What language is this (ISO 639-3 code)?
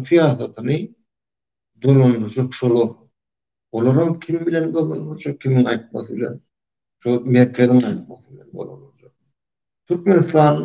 tuk